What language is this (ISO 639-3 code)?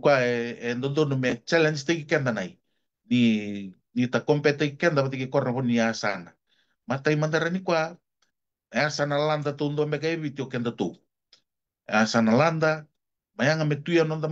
fij